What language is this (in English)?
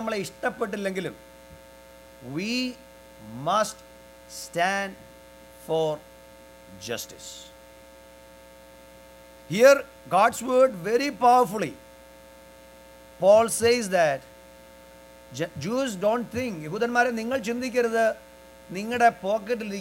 Malayalam